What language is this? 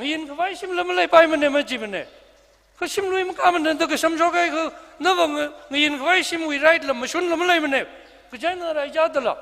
Tangkhul Naga (India)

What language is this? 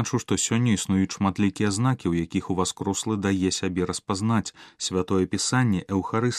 Belarusian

